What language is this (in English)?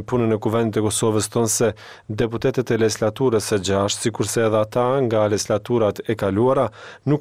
Albanian